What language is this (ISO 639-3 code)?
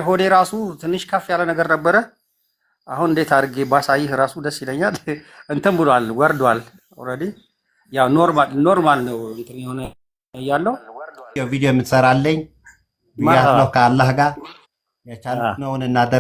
amh